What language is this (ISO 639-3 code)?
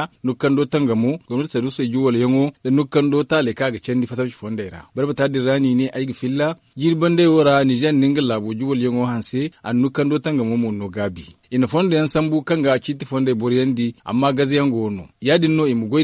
dje